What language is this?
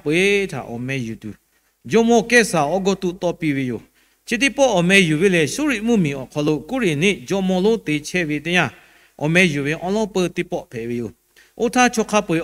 Lahu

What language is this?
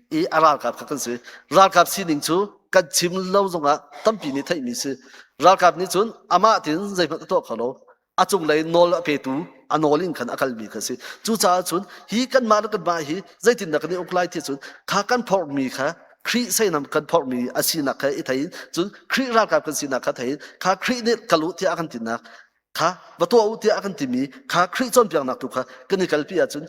Hakha Chin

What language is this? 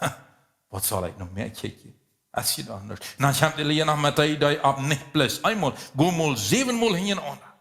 Plautdietsch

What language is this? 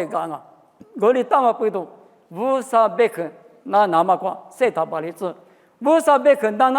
Lisu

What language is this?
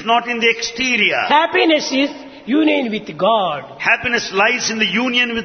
Telugu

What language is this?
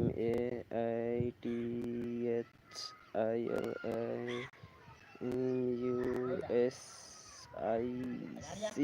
Maithili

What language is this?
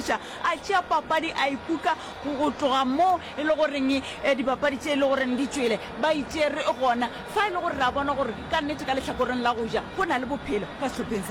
Northern Sotho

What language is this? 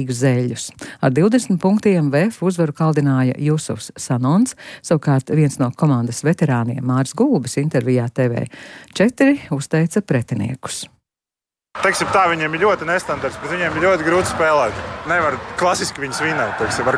Latvian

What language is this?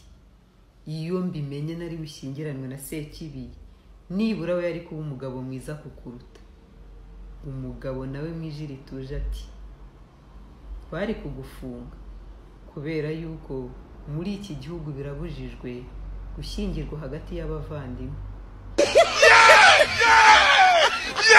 Kinyarwanda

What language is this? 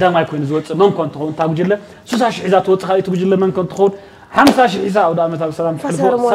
Tigrinya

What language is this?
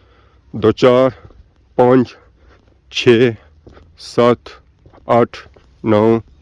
Pahari-Potwari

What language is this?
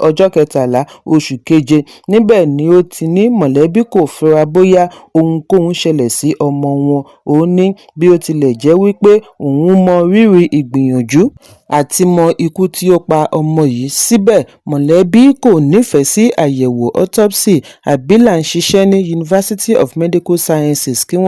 Yoruba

